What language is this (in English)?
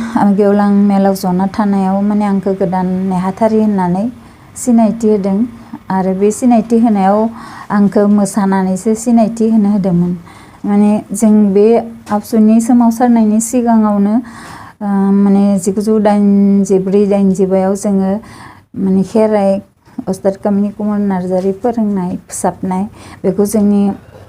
Bodo